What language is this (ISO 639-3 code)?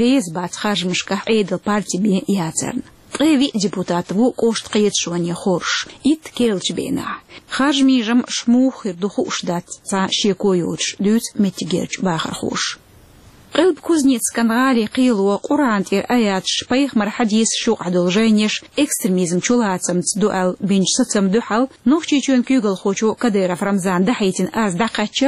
che